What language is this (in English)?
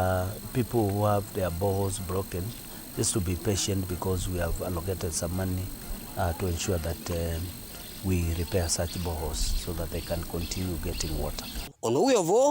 Kamba